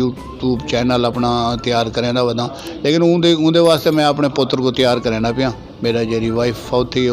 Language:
Saraiki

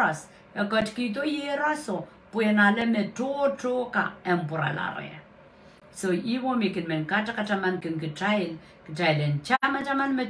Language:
Pohnpeian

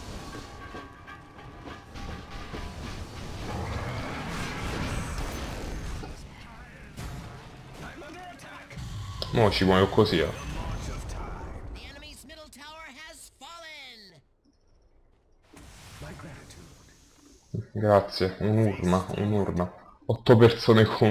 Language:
Italian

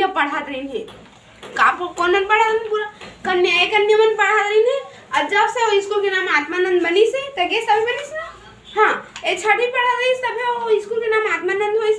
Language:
Chhattisgarhi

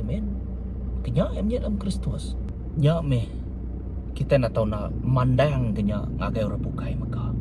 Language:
Iban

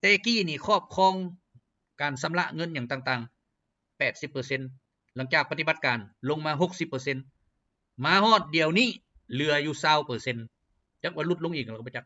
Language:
Lao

